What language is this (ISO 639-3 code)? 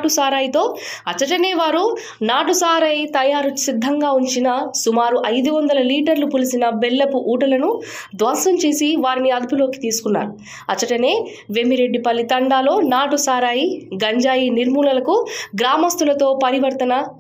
tel